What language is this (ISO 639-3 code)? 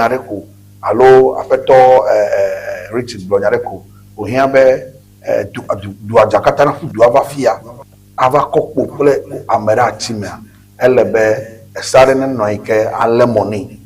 ewe